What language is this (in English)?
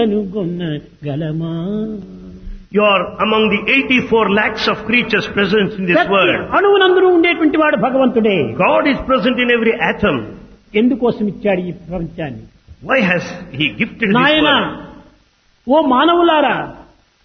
Telugu